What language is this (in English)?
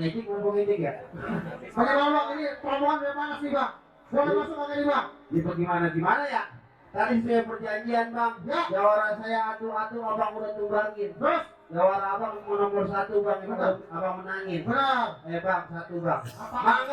Betawi